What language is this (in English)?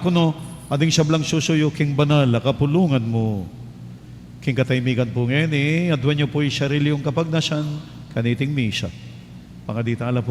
Pampanga